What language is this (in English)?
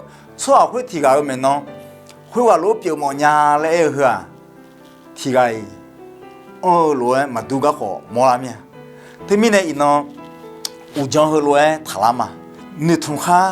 Akha